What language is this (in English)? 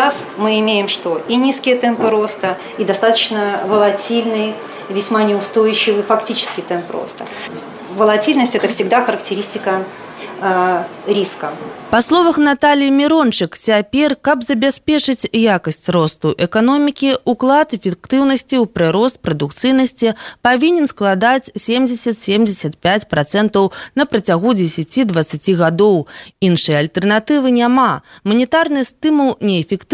Belarusian